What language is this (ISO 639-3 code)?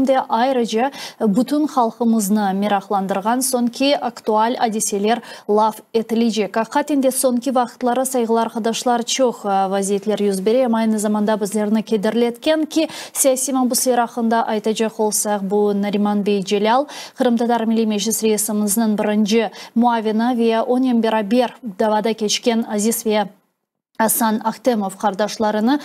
crh